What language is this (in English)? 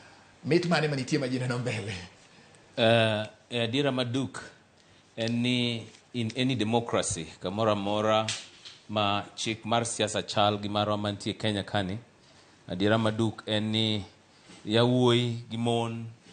Luo (Kenya and Tanzania)